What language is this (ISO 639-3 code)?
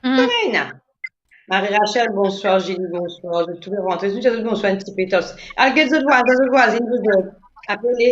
mfe